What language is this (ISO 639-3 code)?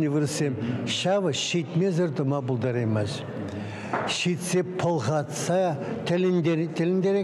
chv